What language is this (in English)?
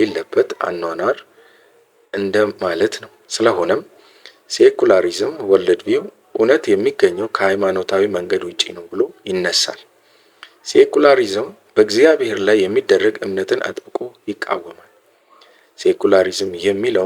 Amharic